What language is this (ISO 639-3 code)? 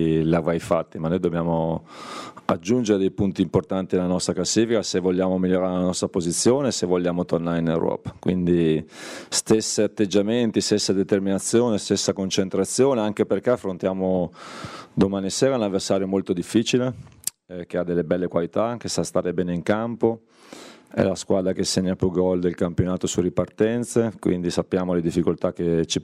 ita